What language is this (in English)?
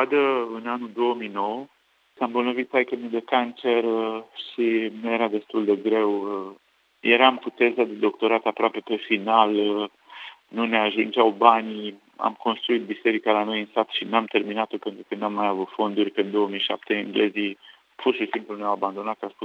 Romanian